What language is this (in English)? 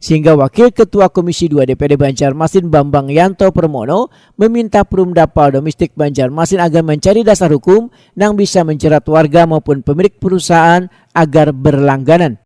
Banjar